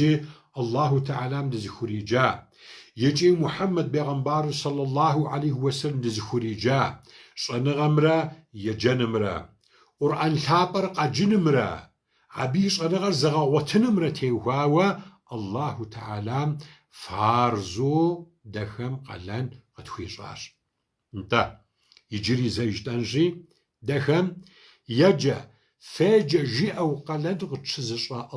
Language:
Kabardian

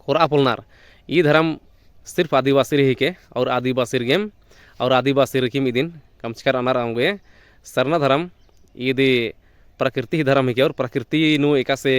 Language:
Kurukh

